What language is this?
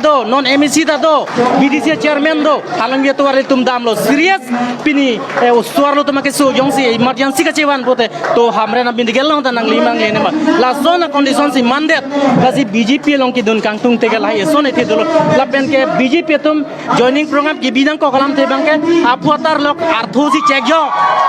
Karbi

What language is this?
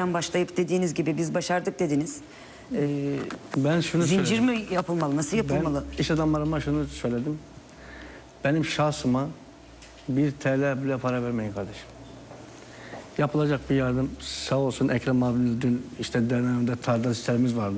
Turkish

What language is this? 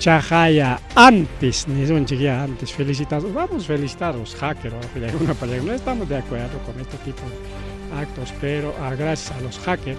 Ayacucho Quechua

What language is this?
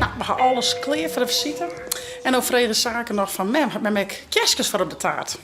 Western Frisian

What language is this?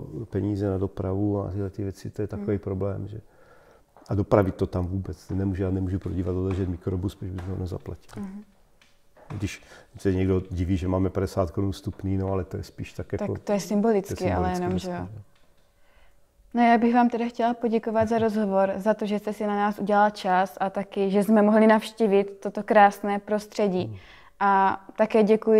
Czech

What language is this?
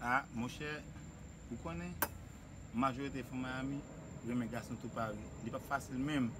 Haitian Creole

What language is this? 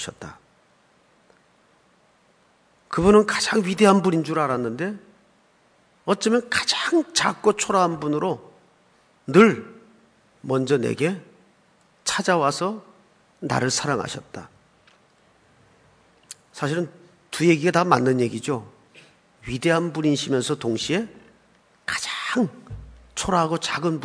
Korean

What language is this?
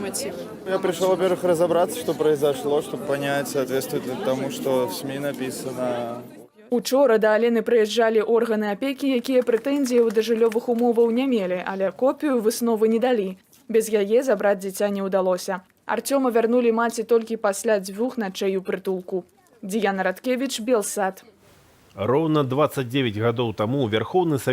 Belarusian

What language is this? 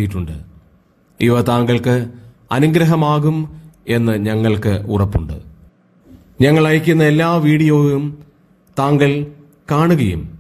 Malayalam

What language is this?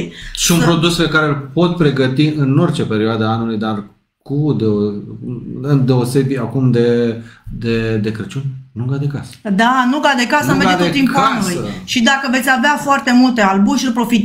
Romanian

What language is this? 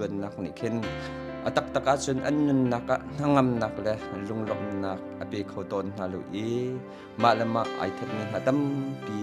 Hakha Chin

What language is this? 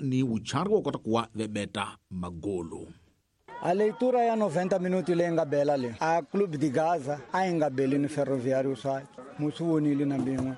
Tsonga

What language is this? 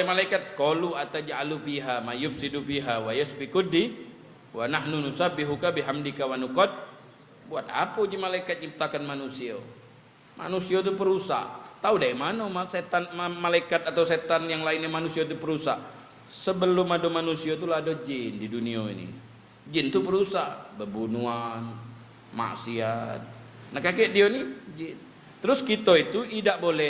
Musi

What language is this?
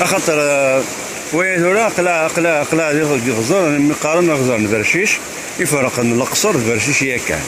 Kabyle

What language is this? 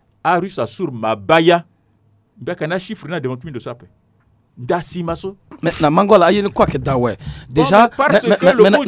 Sango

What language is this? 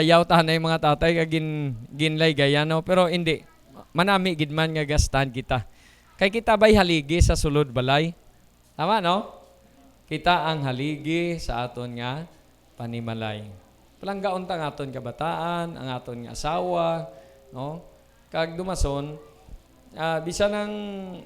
Hiligaynon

